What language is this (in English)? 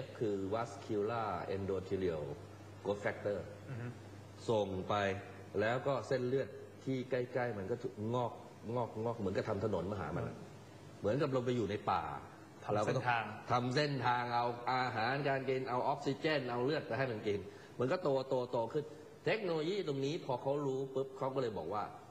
Thai